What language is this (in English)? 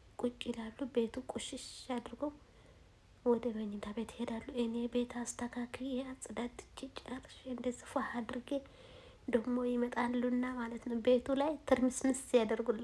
Amharic